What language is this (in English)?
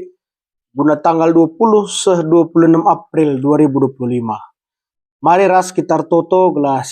Batak Karo